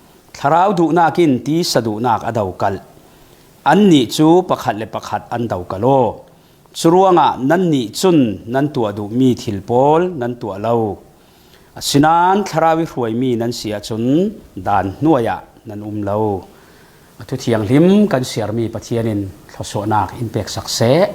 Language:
Falam Chin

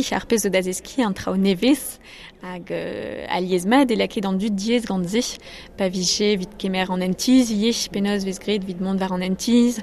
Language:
Breton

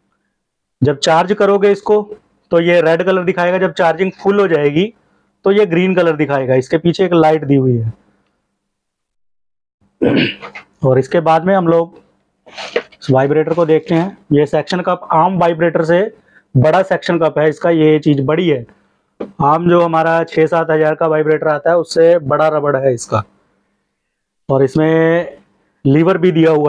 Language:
Hindi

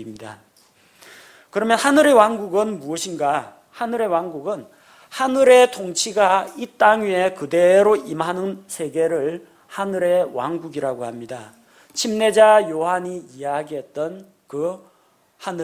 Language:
Korean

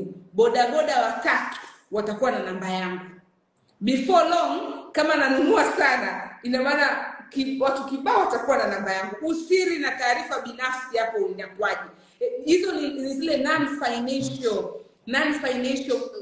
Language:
Swahili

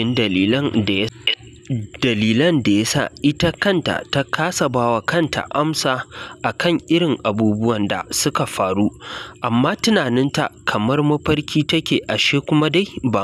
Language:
Hausa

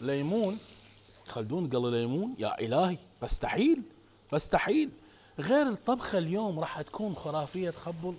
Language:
Mesopotamian Arabic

